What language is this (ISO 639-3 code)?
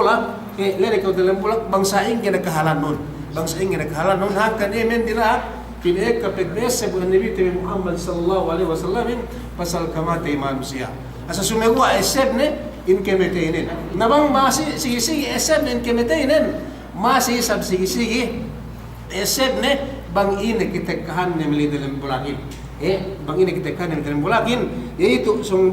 yka